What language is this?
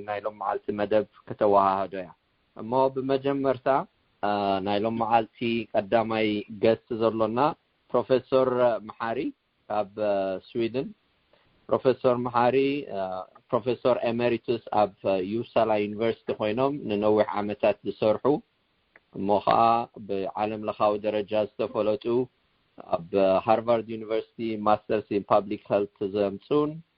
Tigrinya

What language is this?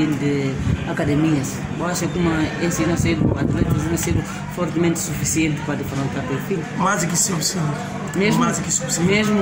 Portuguese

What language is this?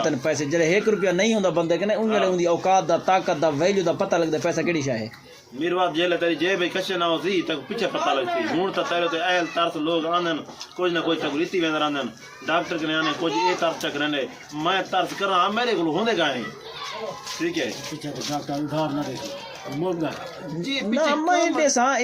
Saraiki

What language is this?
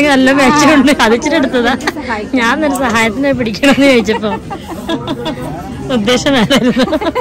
Malayalam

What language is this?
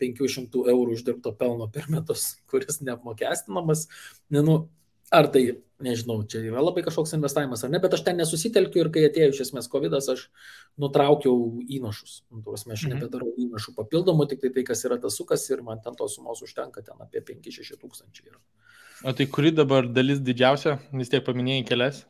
Lithuanian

